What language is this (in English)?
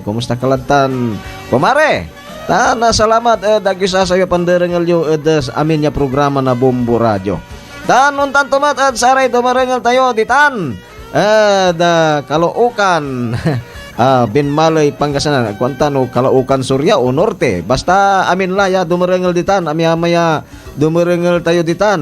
Pangasinan